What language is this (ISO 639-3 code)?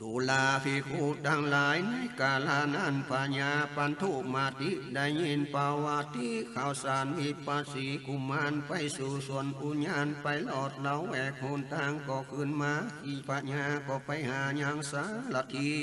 nod